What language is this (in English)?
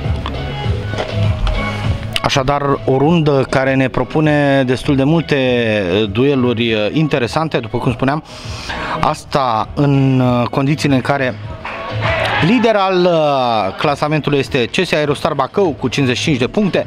Romanian